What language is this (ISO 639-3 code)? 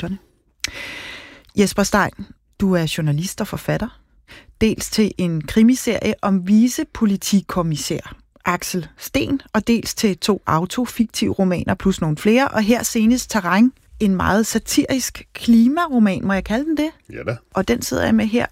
dan